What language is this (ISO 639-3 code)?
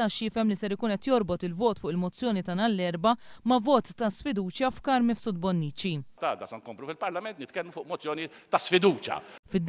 mlt